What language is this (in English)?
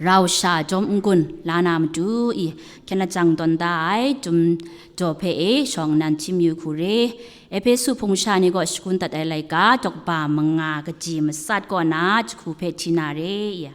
Kachin